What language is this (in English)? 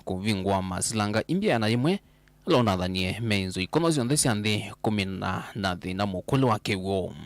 Kamba